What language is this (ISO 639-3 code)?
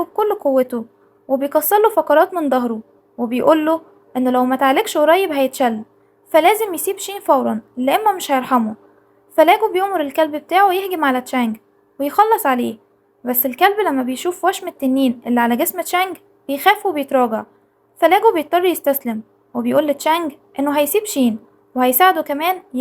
arz